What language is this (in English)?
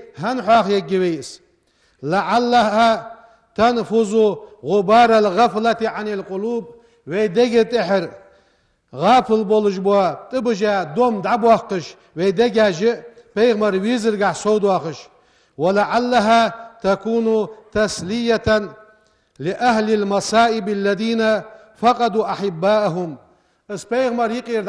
Ingush